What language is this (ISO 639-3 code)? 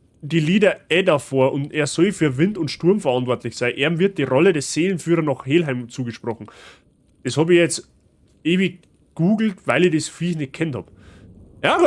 bar